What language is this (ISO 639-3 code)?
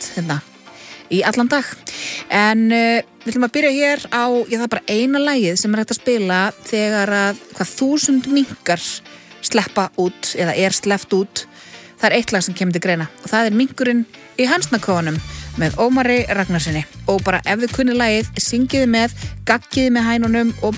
isl